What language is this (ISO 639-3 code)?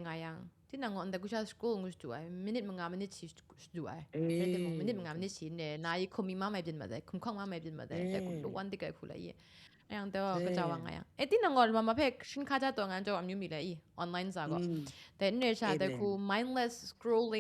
kac